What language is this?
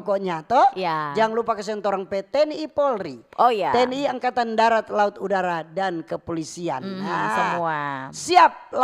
Manado Malay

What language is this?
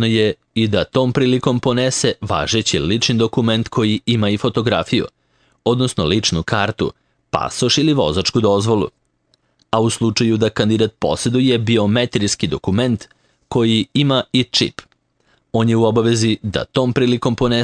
Serbian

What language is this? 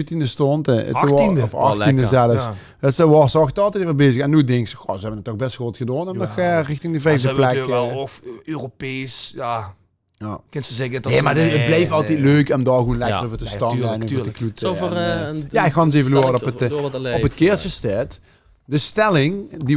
Limburgish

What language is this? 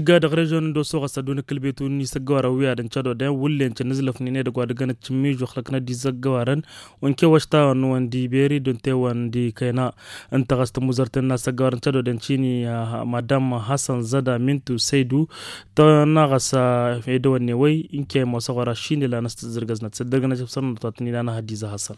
Tamasheq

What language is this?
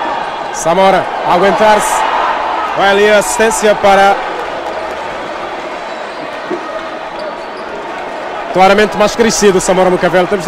Portuguese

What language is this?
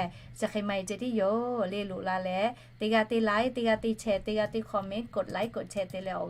Lahu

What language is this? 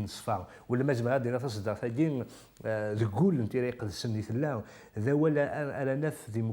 Kabyle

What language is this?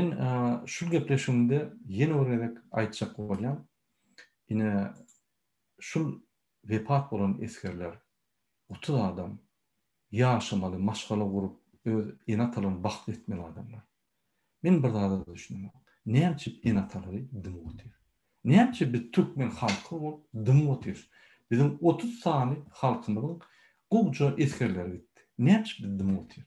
Turkmen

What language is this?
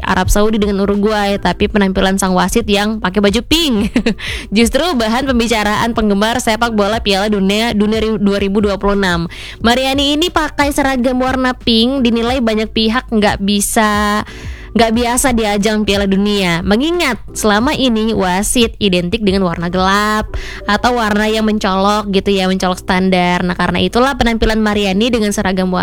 Indonesian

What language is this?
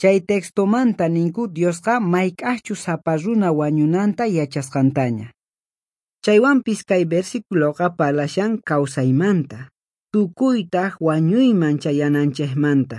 Quechua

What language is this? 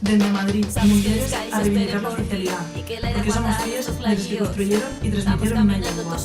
Asturian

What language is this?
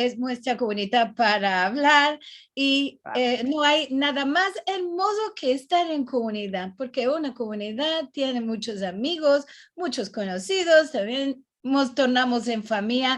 Ladino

